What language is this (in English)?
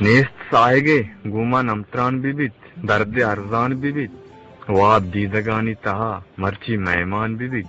Eastern Balochi